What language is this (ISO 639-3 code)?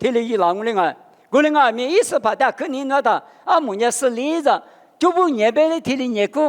lis